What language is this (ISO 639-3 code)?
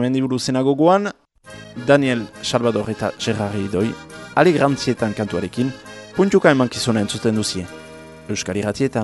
eus